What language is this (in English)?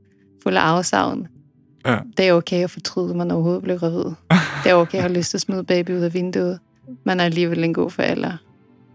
Danish